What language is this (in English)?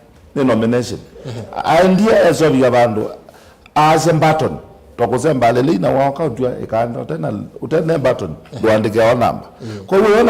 Kamba